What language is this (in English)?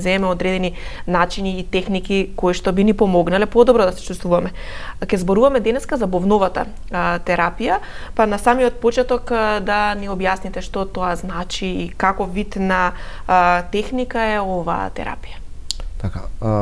Macedonian